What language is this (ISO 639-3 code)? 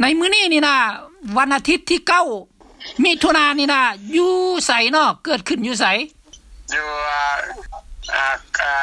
lao